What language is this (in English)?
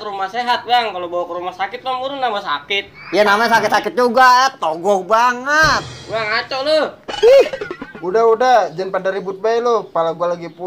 Betawi